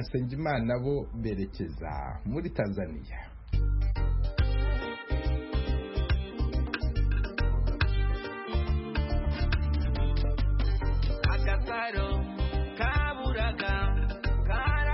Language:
Kinyarwanda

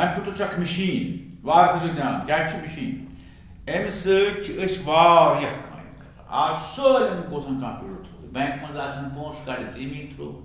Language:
Kashmiri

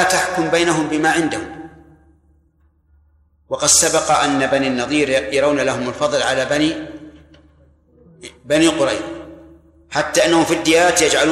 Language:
Arabic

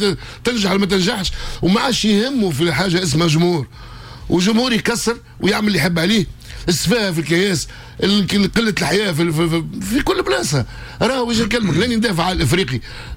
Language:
Tunisian Arabic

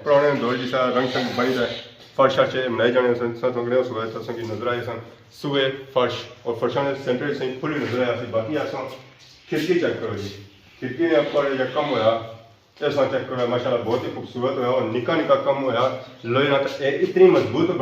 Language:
Pahari-Potwari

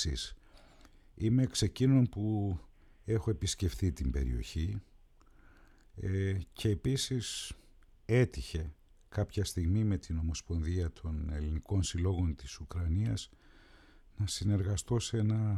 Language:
Greek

